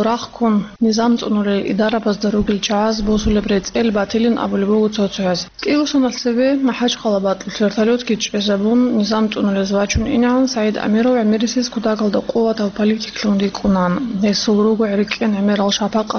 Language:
Avaric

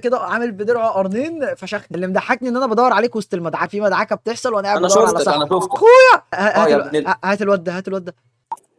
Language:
Egyptian Arabic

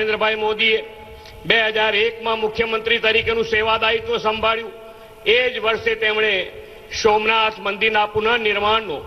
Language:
Gujarati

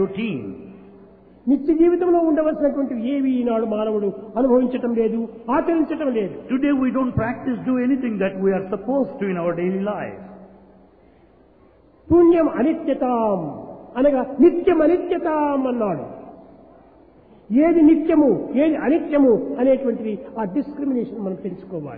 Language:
Telugu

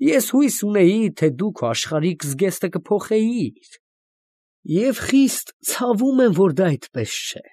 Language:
Armenian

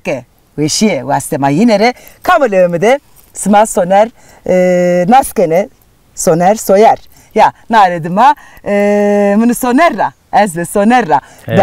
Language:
Zaza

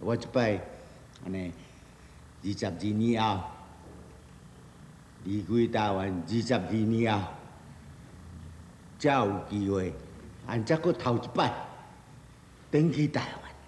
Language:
Min Nan Chinese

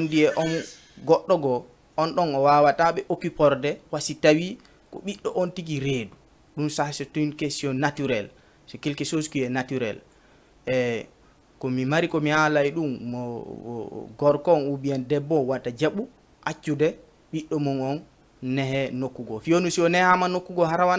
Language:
Fula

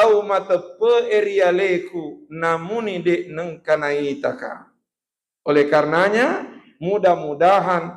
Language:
Buginese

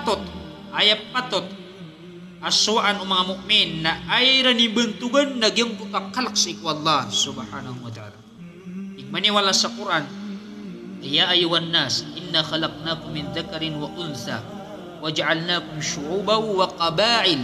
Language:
Maranao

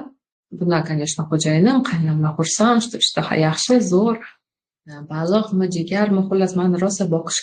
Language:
Uzbek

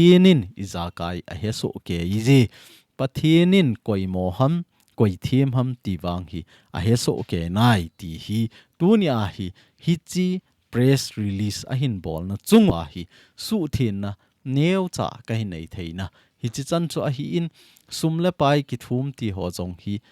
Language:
Thado Chin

